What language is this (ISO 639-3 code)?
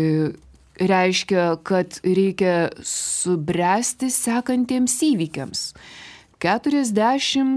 lit